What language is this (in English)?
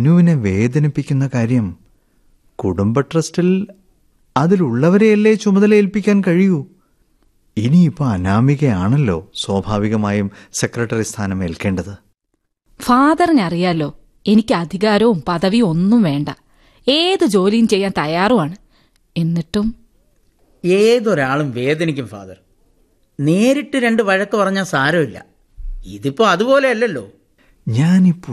Malayalam